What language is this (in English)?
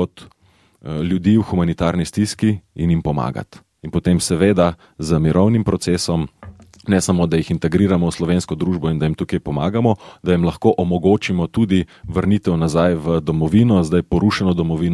Slovenian